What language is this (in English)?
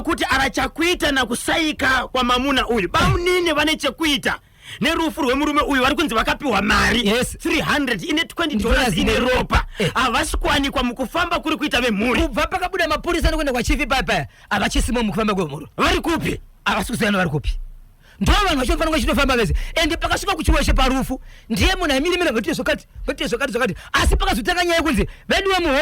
Shona